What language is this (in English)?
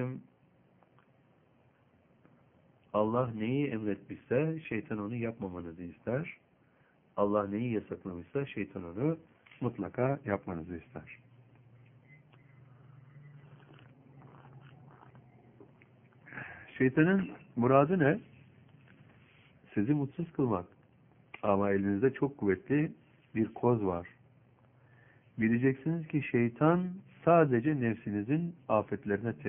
Turkish